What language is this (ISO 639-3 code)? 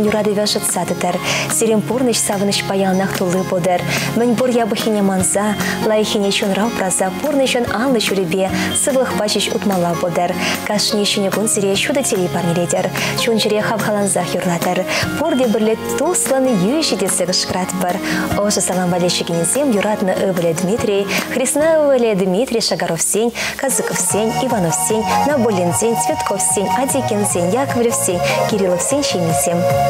chv